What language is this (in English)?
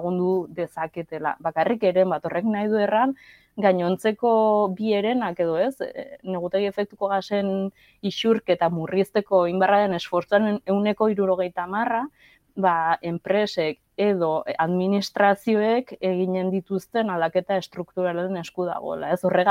Basque